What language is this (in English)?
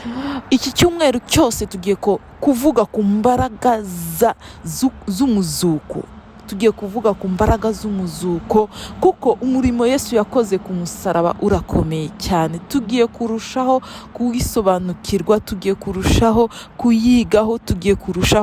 Kinyarwanda